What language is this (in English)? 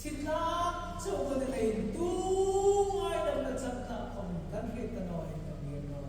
Hmar